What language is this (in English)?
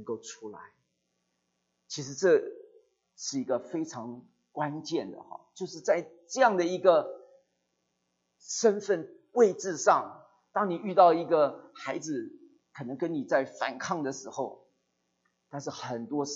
Chinese